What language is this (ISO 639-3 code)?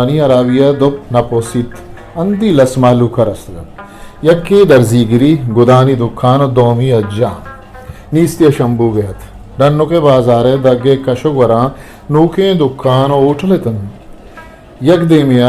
bgp